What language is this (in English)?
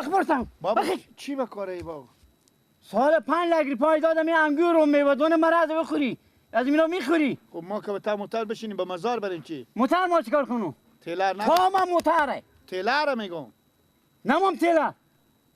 Persian